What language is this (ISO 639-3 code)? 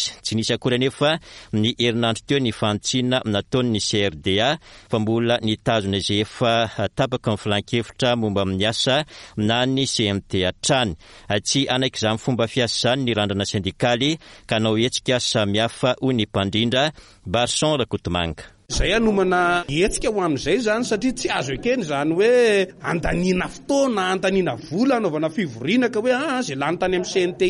mlg